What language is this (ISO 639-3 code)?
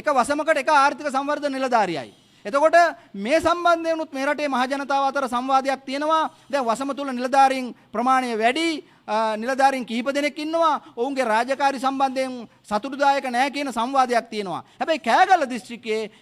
sin